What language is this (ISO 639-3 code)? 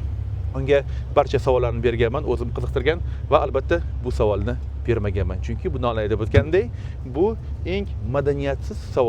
uzb